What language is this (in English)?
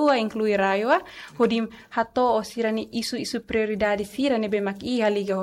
Tetum